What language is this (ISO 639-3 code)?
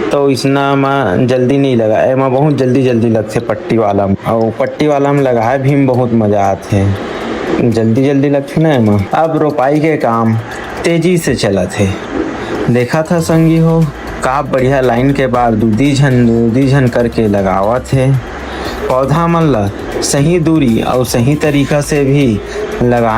hne